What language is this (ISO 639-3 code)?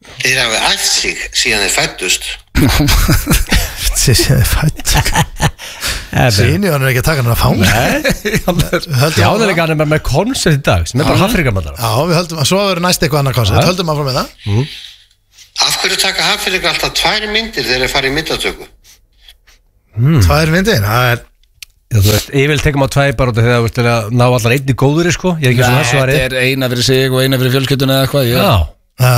isl